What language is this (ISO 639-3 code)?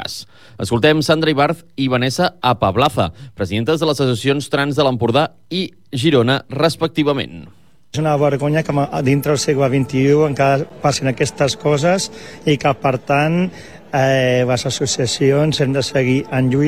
cat